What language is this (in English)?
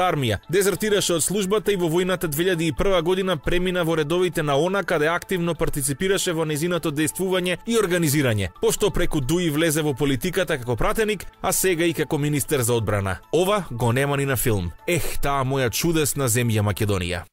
Macedonian